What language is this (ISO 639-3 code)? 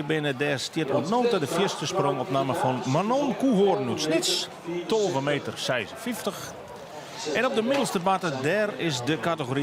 fry